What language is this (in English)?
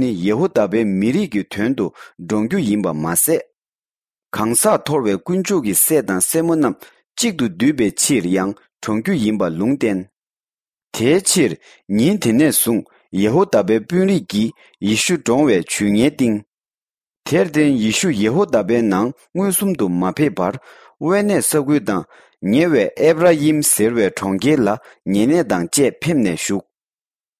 Tibetan